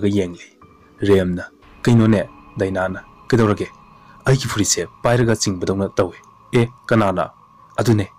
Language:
Manipuri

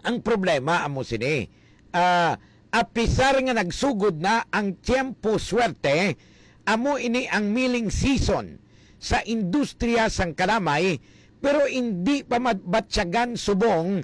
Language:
Hiligaynon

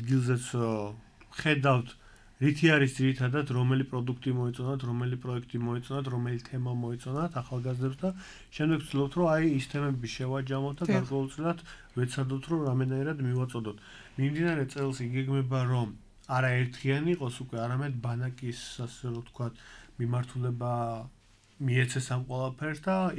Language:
Georgian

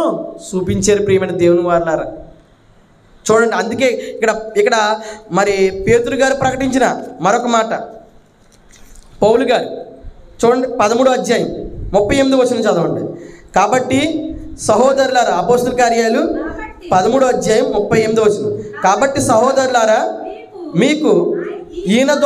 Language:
Telugu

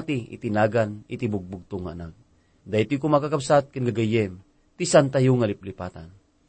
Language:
Iloko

